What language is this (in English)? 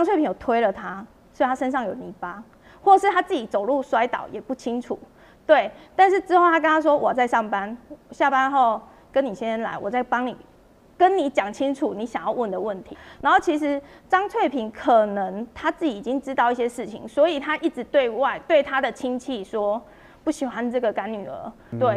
Chinese